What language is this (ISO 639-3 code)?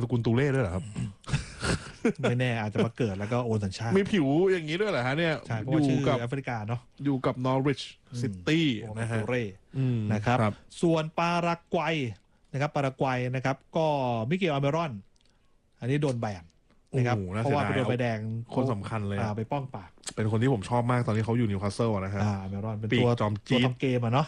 tha